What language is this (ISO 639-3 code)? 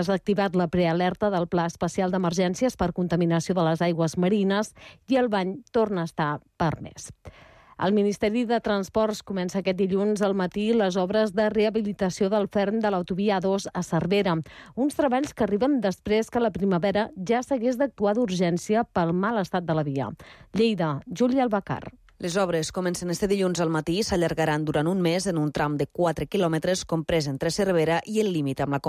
cat